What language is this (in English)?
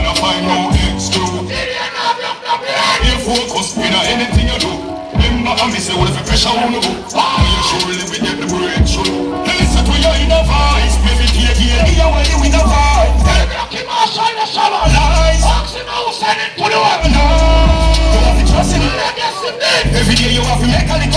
Jamaican Creole English